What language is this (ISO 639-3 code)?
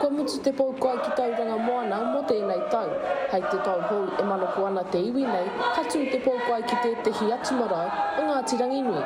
mri